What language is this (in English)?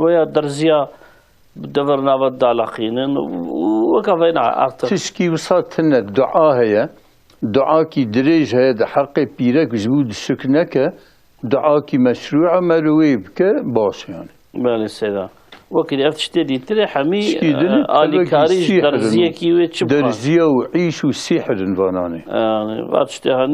Kurdish